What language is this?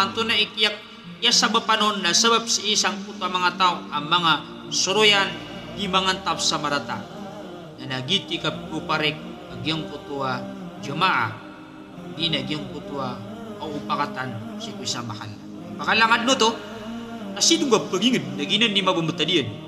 Maranao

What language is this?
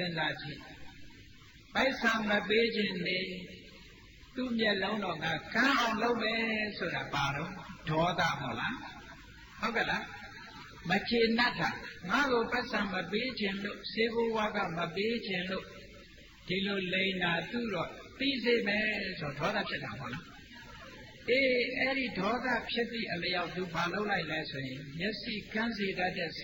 Burmese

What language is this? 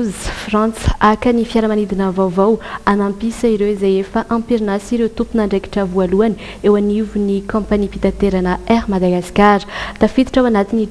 Malagasy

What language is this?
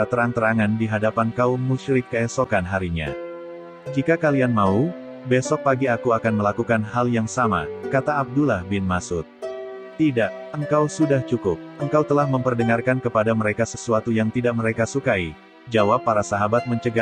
Indonesian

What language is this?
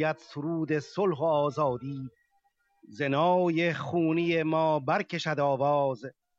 Persian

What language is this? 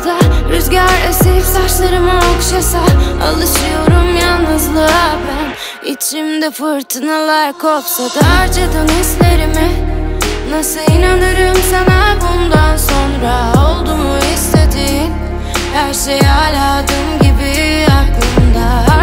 Turkish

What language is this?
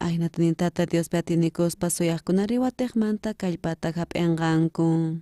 South Bolivian Quechua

